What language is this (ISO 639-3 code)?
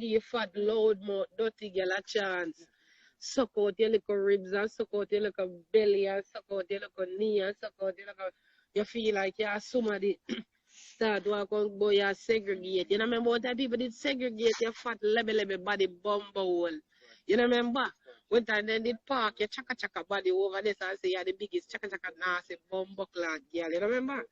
jam